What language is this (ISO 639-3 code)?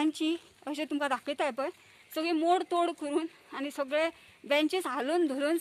kok